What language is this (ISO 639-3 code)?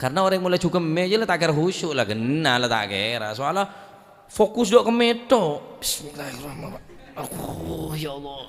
mad